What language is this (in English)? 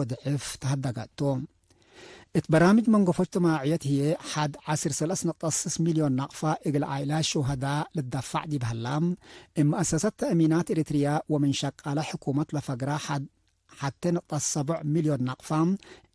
Tigre